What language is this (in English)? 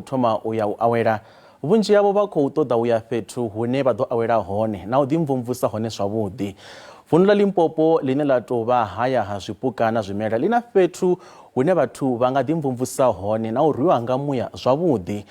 Venda